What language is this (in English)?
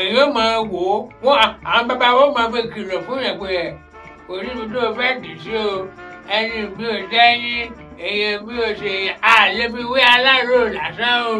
Yoruba